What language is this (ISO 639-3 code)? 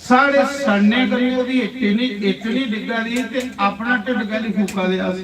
doi